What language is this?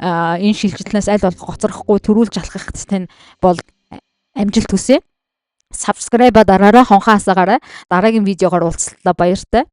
Mongolian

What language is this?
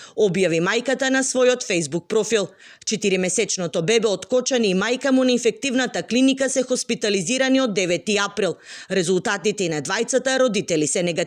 Macedonian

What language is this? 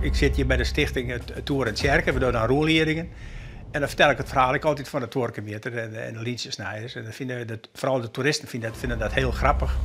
Western Frisian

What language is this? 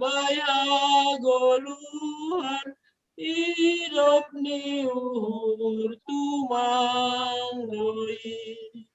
Batak Simalungun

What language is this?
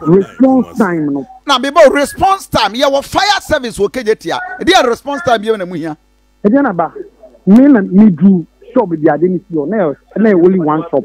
Akan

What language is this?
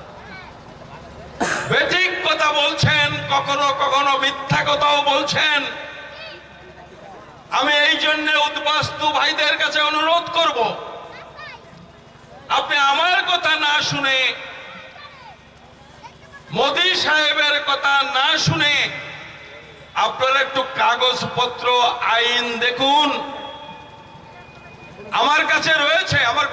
Bangla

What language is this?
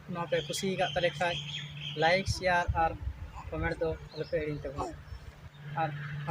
Santali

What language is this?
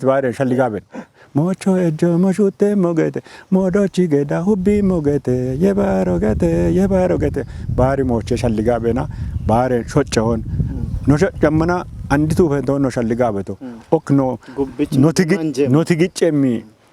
Kafa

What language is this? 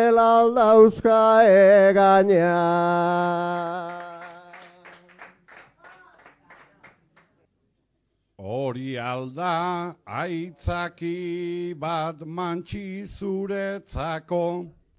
Basque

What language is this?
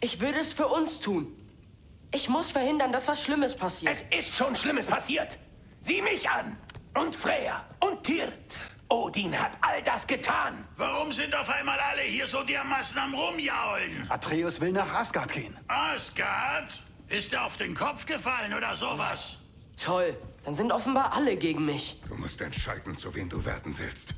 Bavarian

